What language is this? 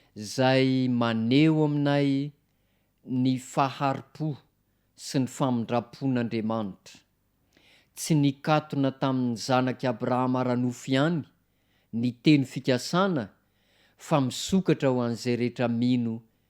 Malagasy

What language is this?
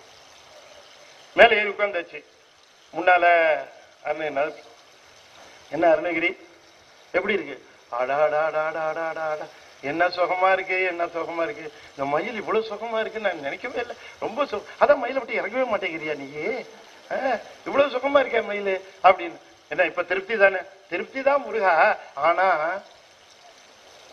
Tamil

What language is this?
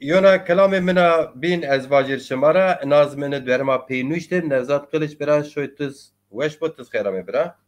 Zaza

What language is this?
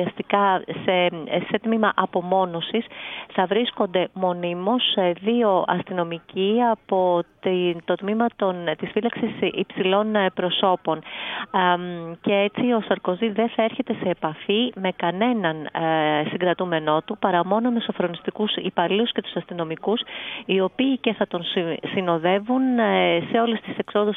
Greek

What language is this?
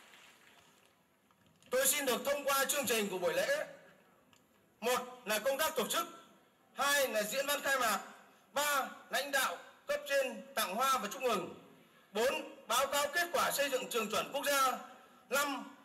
Vietnamese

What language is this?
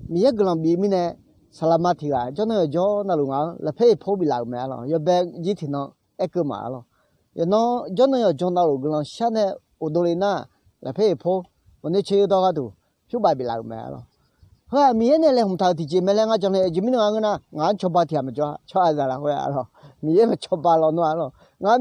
Akha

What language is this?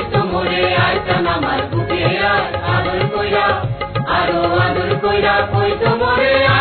Bangla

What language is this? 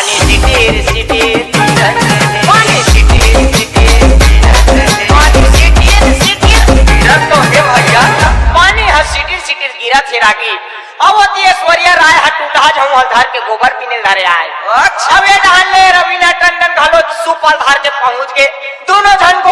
Chhattisgarhi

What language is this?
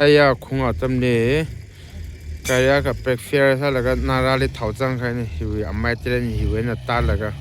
Tangkhul Naga (India)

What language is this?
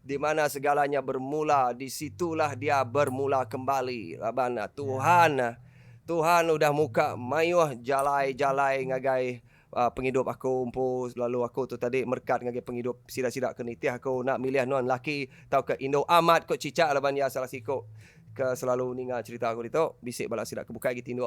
Iban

